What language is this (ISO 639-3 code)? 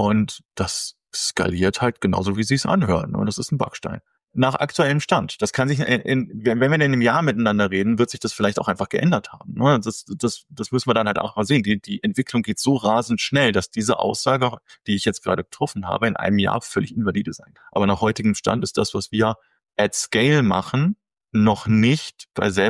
deu